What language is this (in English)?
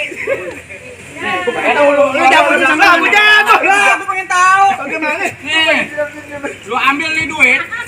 Betawi